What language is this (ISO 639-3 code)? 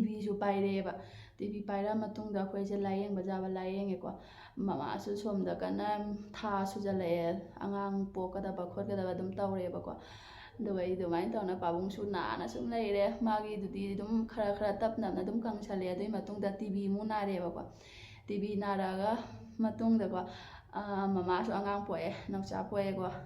mni